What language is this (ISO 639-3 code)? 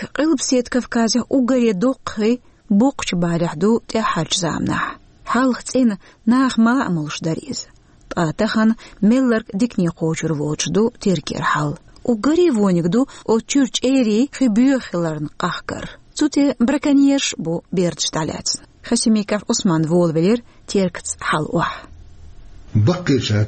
che